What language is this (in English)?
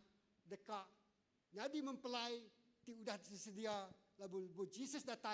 Iban